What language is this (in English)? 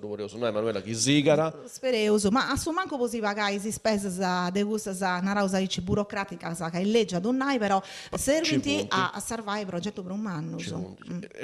Sardinian